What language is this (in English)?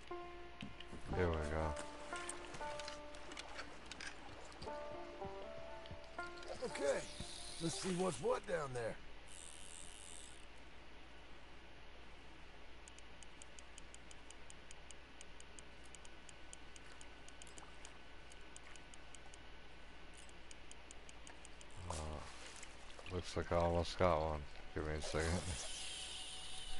English